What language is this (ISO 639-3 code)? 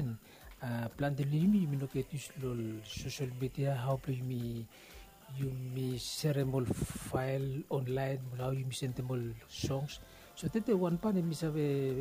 bis